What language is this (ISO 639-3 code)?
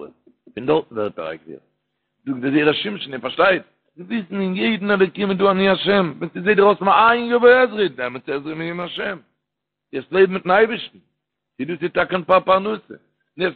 yid